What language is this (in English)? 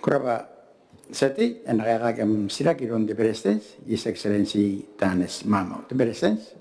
Gilbertese